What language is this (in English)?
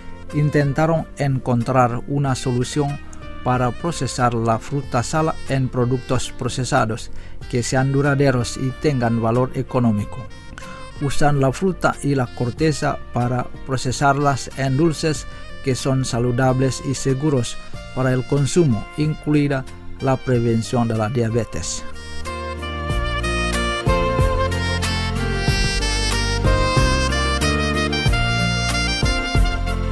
Spanish